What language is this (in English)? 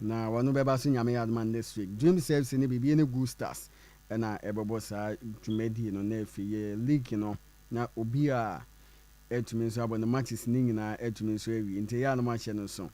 Akan